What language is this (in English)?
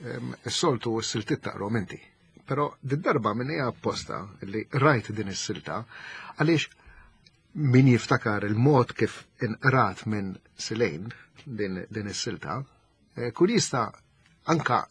Maltese